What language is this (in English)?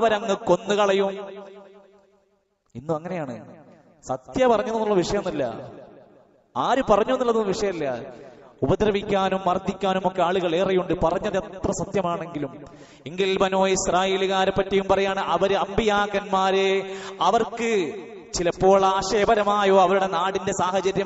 Malayalam